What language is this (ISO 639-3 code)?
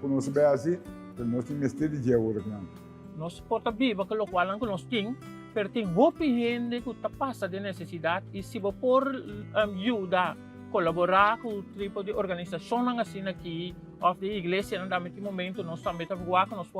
pap